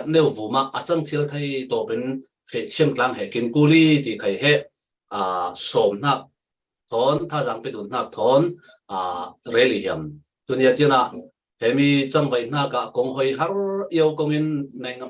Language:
Falam Chin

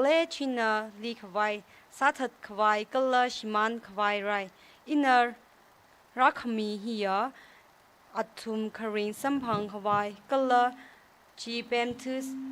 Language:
Tangkhul Naga (India)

